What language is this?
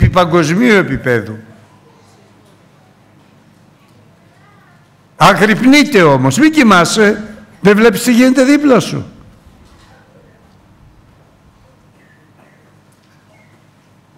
Greek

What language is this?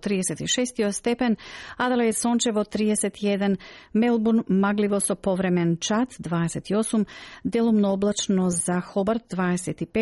Macedonian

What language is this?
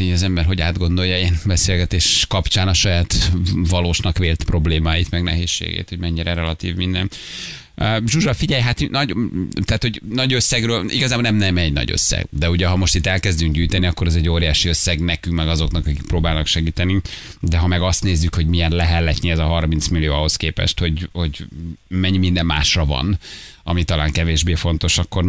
Hungarian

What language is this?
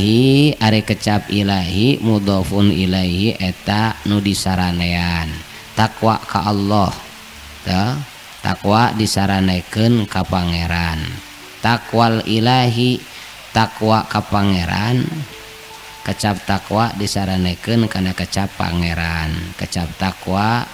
Sundanese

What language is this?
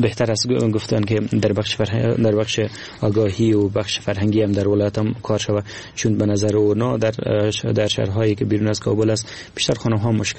Persian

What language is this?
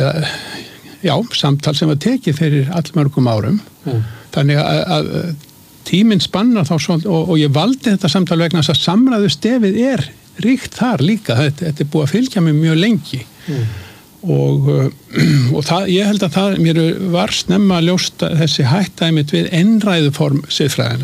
Icelandic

